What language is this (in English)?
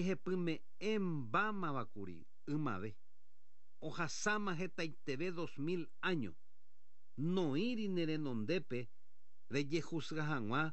Guarani